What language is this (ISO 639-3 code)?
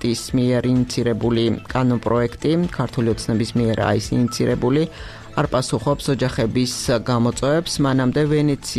kat